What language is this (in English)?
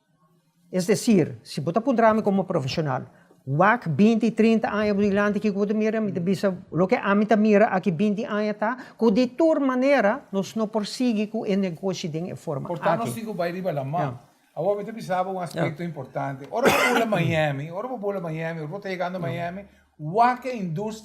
Papiamento